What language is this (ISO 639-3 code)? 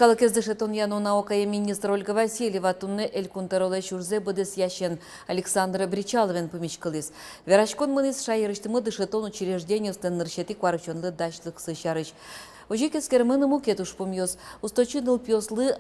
udm